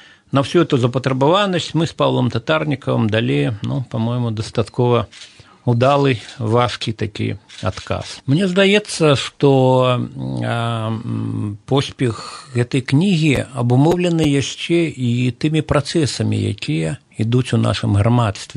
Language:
Belarusian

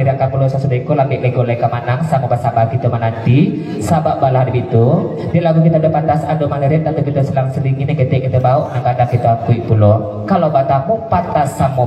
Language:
Minangkabau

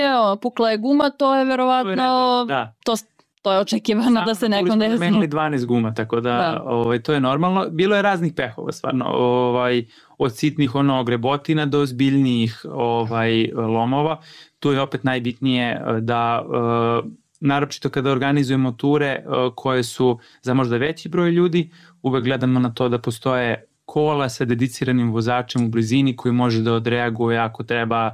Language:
Serbian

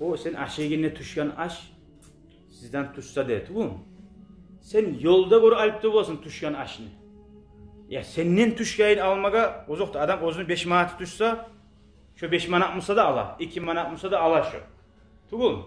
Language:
Kumyk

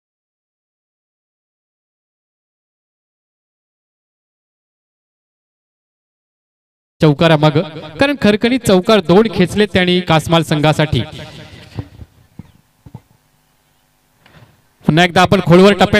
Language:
Marathi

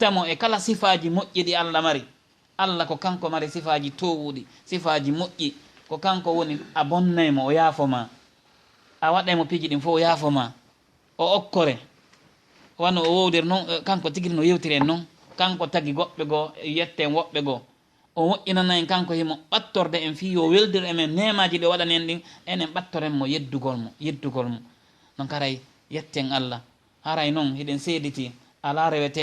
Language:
Fula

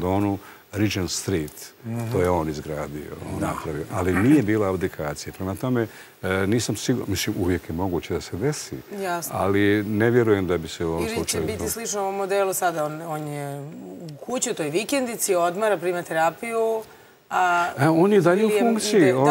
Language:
Serbian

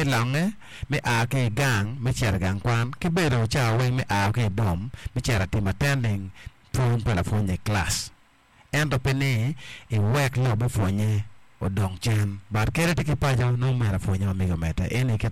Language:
Acoli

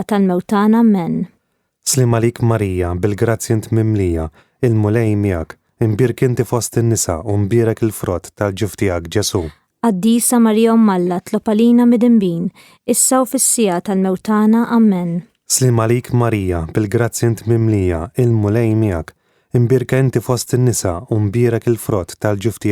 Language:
Maltese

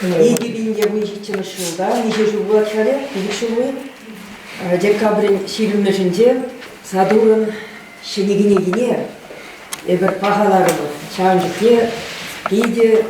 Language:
Chuvash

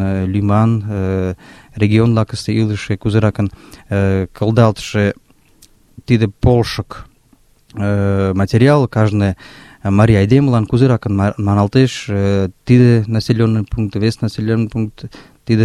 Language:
Mari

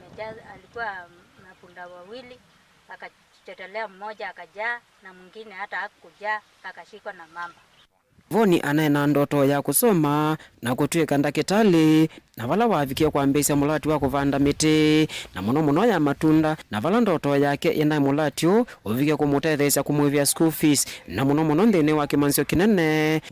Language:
Kamba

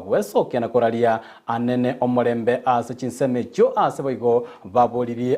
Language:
Gusii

